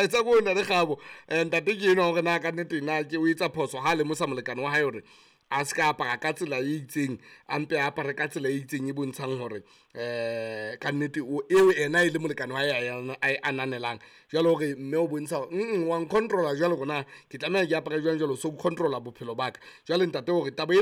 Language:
Southern Sotho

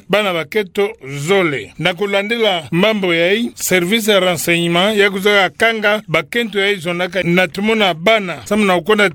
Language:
Kituba (Democratic Republic of Congo)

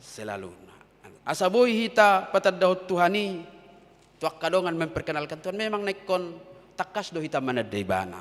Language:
Batak Toba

